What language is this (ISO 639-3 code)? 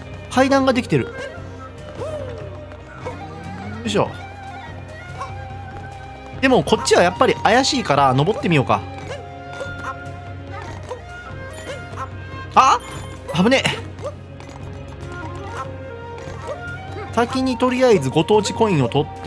jpn